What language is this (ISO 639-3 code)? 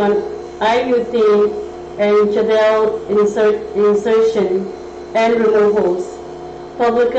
pon